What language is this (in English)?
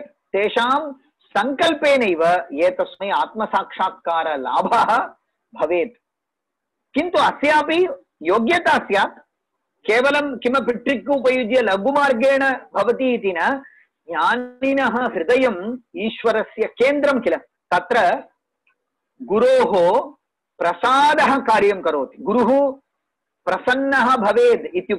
Sanskrit